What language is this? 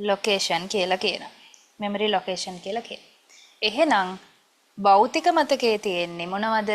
Sinhala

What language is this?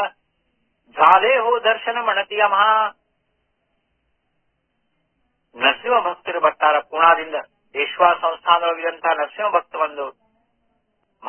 Kannada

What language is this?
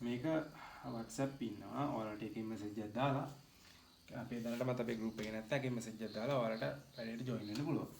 Sinhala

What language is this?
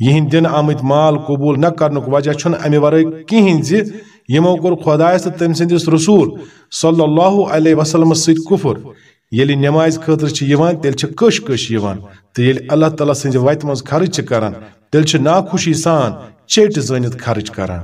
Kashmiri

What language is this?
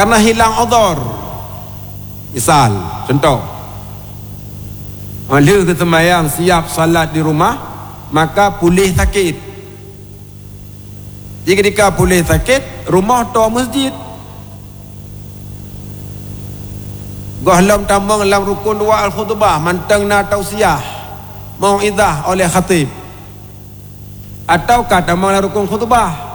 Malay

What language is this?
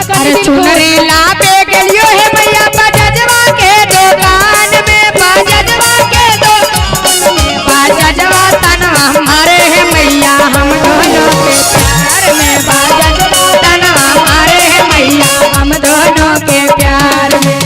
Magahi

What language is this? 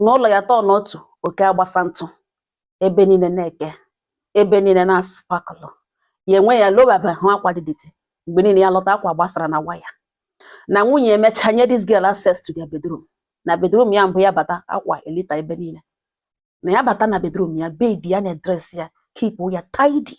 Igbo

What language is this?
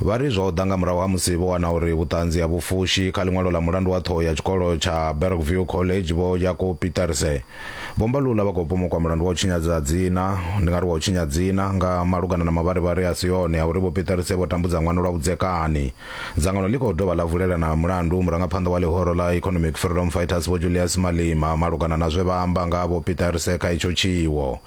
Venda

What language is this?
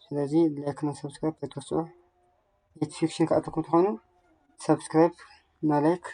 Tigrinya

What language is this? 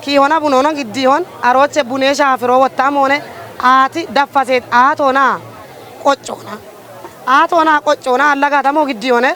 Kafa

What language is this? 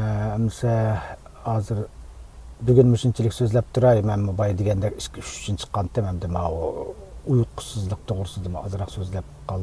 Uyghur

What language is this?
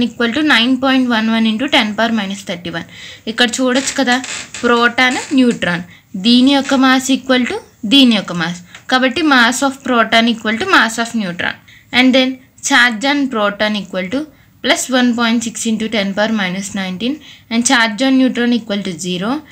Telugu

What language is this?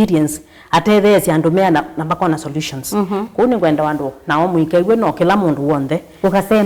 Kamba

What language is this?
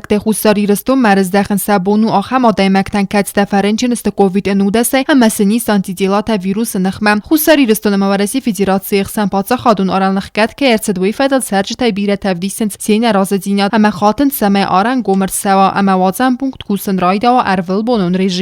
Ossetic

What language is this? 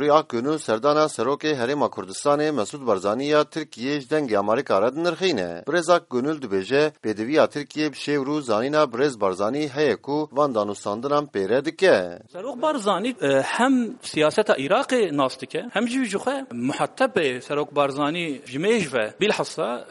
Kurdish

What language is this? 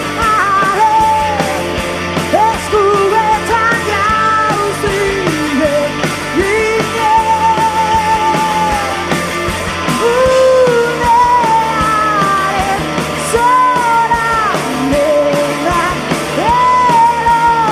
Basque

